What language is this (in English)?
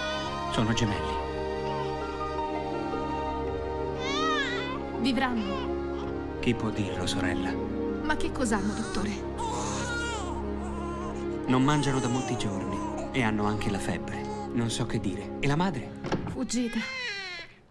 Italian